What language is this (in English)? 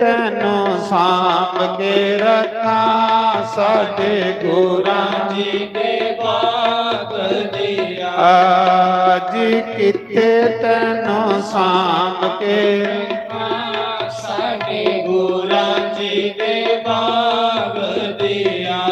Dogri